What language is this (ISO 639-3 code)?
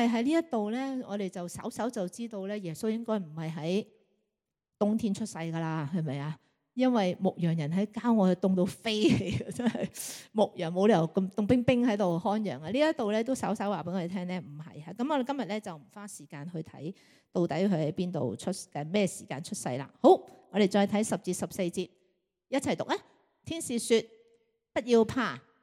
yue